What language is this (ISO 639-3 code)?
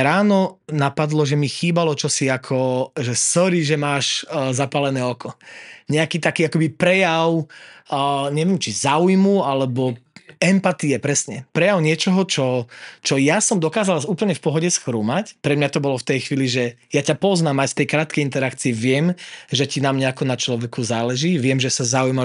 slk